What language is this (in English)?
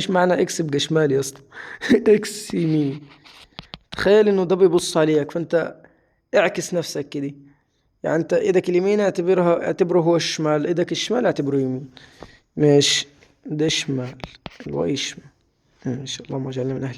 Egyptian Arabic